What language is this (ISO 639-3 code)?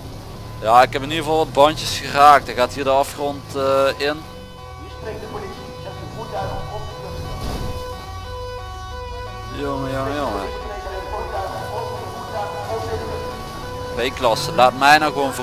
nld